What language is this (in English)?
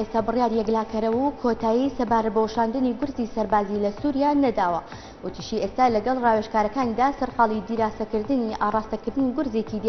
Central Kurdish